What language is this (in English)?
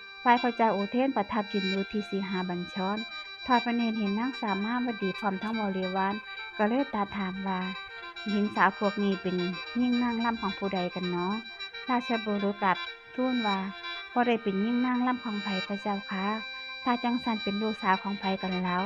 Northeastern Thai